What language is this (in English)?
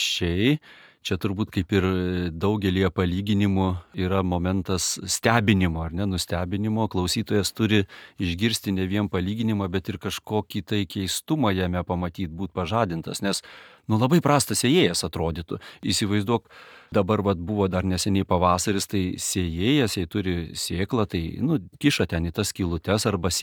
Lithuanian